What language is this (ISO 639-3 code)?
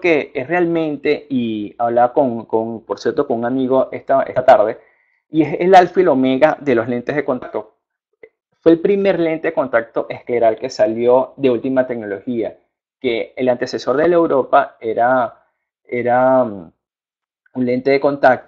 spa